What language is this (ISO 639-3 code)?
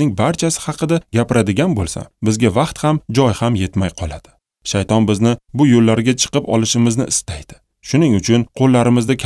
uzb